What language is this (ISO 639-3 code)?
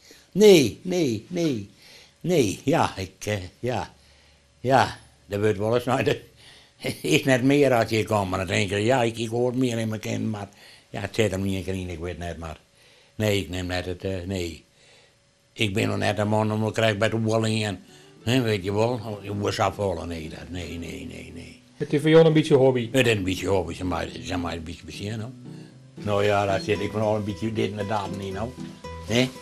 fry